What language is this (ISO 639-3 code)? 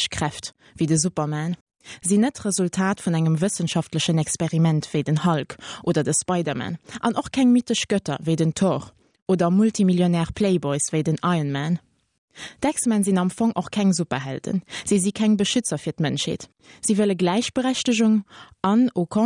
ltz